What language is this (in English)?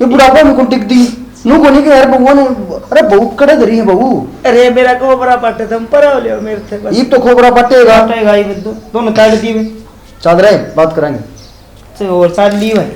Haryanvi